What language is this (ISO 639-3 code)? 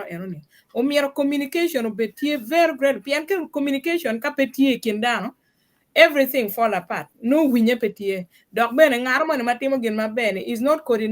ach